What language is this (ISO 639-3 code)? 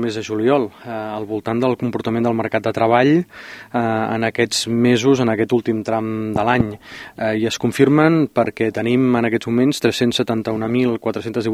cat